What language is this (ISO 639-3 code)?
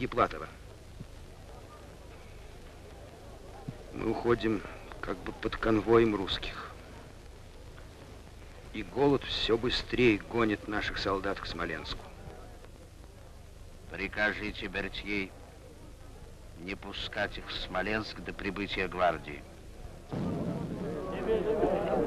rus